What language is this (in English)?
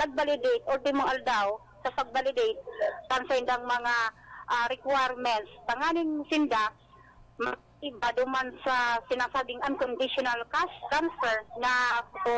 Bikol